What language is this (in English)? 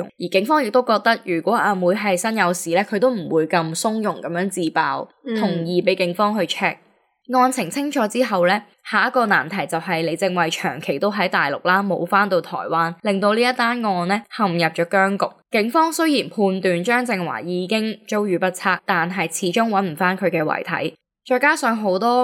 Cantonese